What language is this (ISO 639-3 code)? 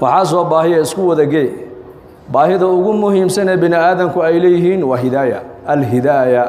som